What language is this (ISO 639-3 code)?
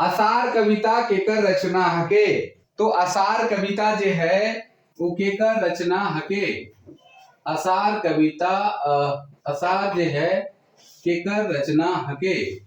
sck